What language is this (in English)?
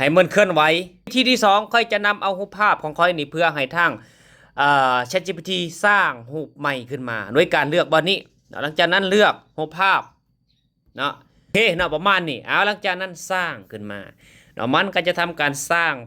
Lao